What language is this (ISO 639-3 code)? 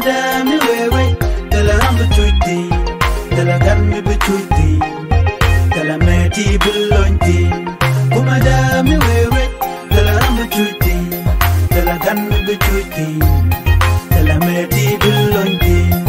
nus